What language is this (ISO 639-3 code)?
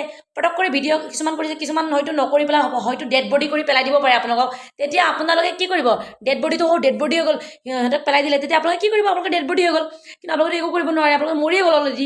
asm